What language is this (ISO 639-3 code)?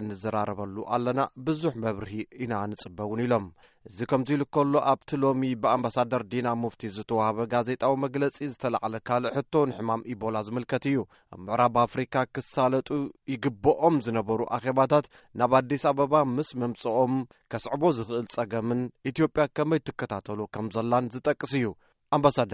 tir